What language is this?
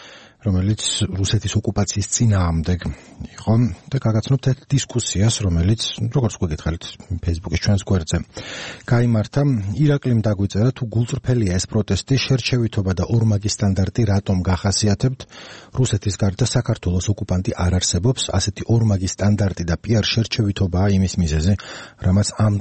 Georgian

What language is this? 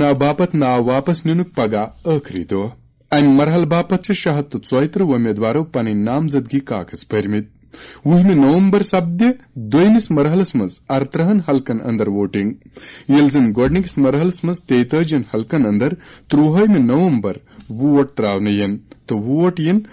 Kashmiri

